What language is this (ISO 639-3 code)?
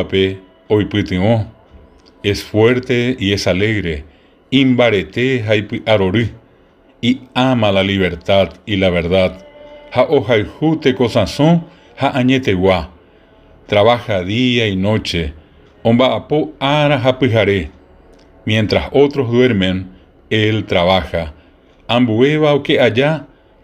grn